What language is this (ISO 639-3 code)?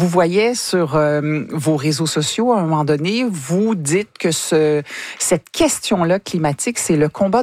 fra